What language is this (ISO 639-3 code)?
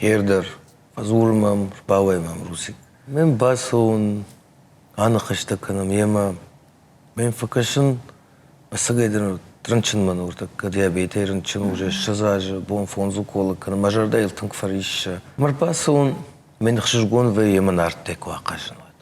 oss